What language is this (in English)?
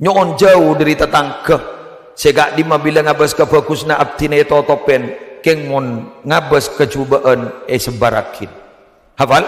Madurese